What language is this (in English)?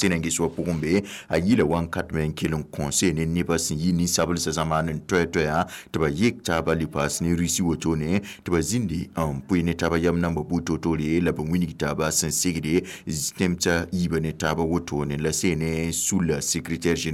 Mossi